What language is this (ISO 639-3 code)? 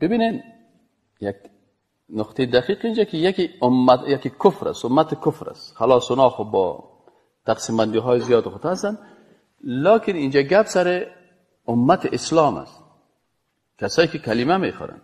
fas